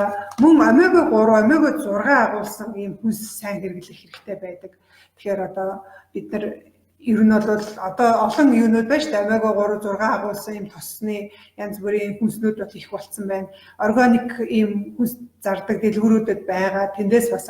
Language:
Mongolian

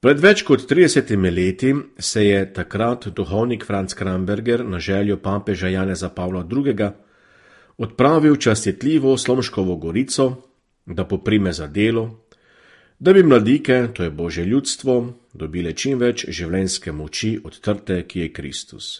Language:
Slovenian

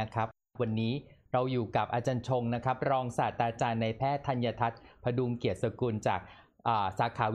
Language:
Thai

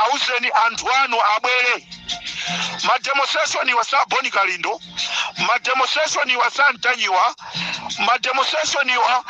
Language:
Nyanja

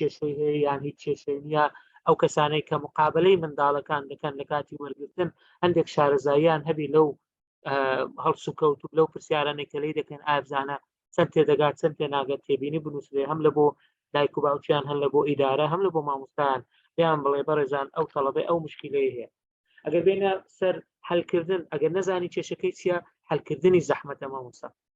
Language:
Central Kurdish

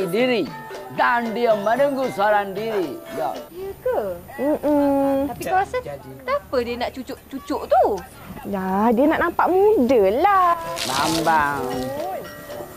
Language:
Malay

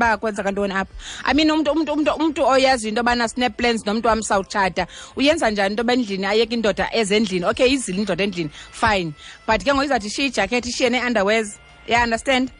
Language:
Xhosa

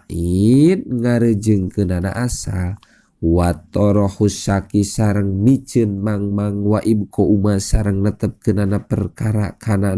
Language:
Sundanese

